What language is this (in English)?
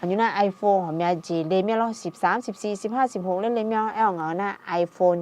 Akha